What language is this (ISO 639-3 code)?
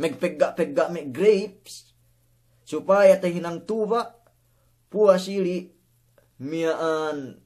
yka